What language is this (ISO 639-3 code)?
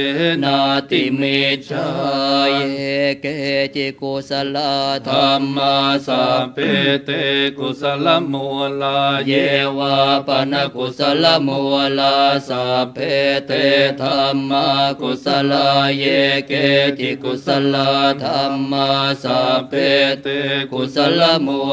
pli